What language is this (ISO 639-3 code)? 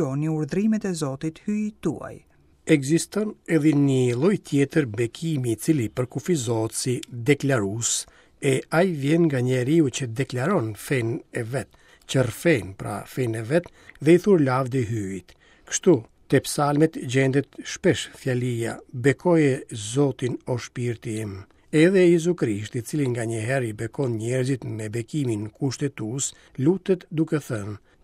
sqi